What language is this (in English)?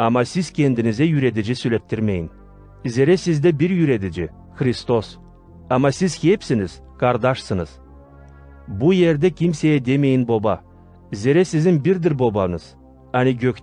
Gagauz